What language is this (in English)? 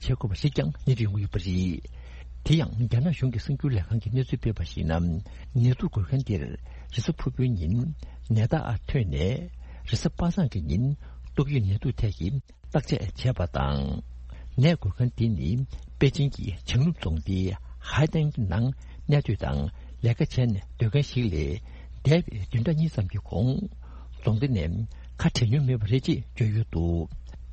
Tibetan